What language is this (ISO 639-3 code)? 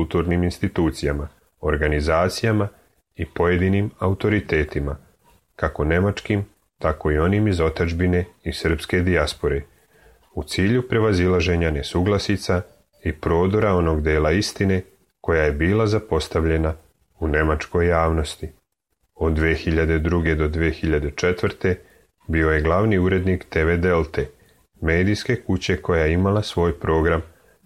srp